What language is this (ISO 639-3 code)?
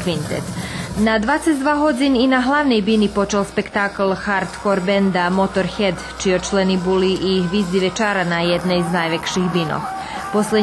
rue